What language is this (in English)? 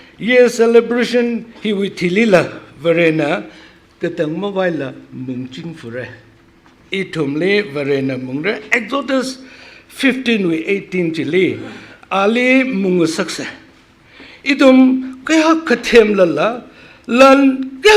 Tangkhul Naga (India)